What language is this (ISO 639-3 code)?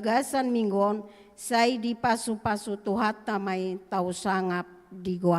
bbc